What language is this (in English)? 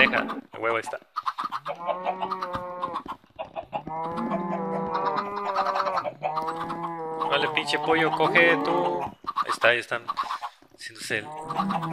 Spanish